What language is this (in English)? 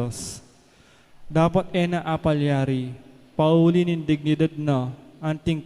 Pampanga